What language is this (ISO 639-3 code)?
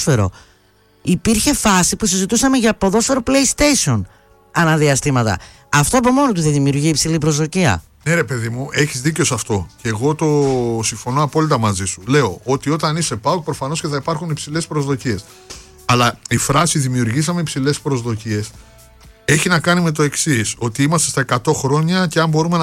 ell